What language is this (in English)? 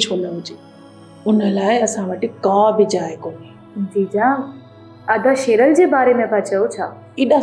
Sindhi